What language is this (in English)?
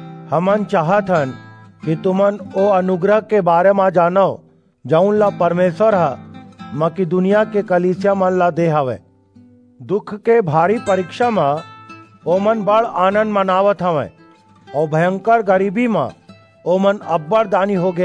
Chhattisgarhi